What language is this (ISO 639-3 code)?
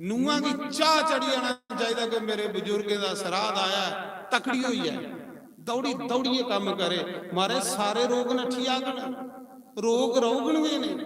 doi